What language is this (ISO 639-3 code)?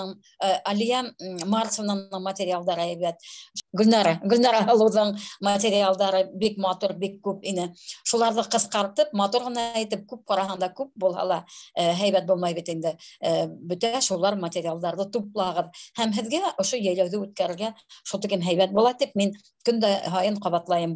bak